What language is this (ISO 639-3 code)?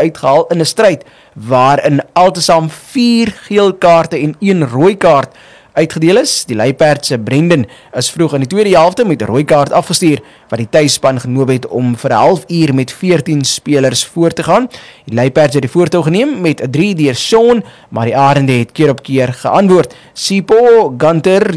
afr